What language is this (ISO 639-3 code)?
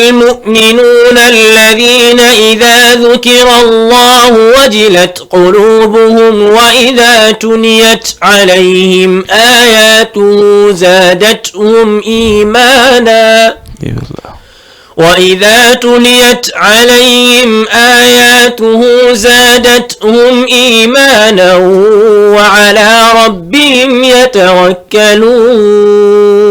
ful